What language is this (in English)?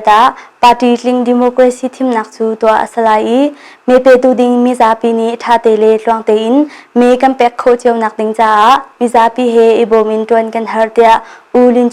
Hakha Chin